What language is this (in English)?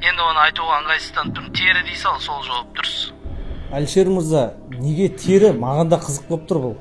Kyrgyz